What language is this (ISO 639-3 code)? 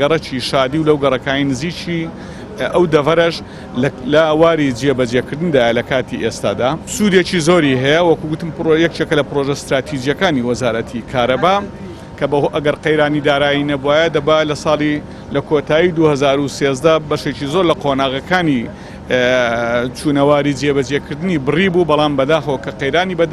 ckb